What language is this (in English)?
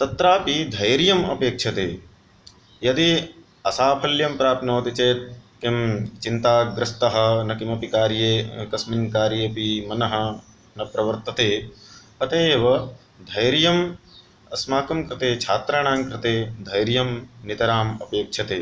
Sanskrit